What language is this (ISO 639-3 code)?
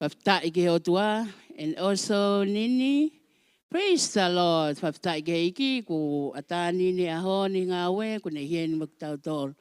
ton